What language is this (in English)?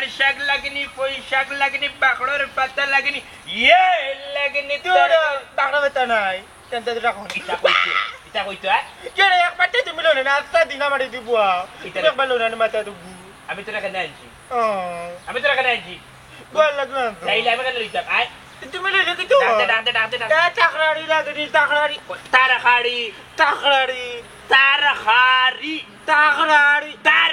Sylheti